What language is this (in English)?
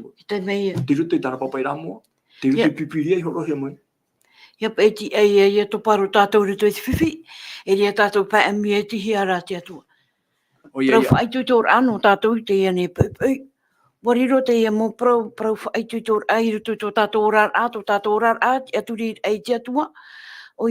Tahitian